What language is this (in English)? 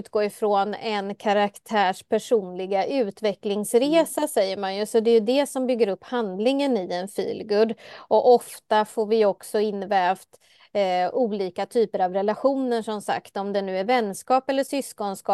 Swedish